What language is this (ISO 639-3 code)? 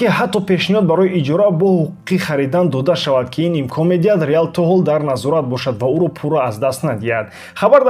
tgk